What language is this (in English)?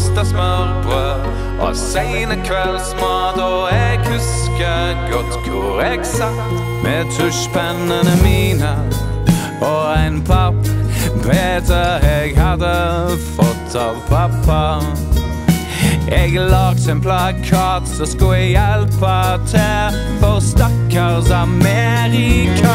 Norwegian